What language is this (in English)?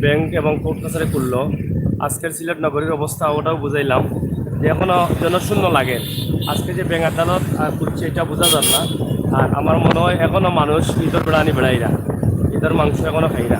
Sylheti